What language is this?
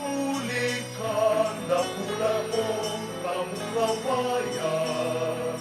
Bikol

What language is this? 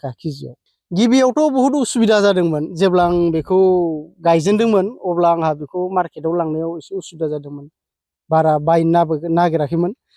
Bodo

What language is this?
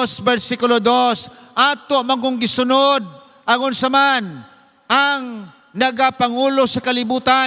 Cebuano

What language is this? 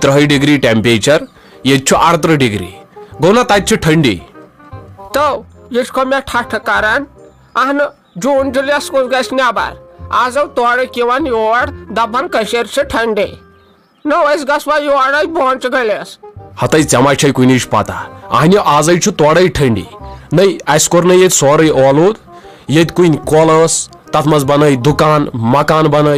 Kashmiri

